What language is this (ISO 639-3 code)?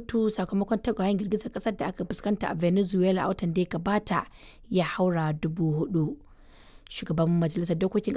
hau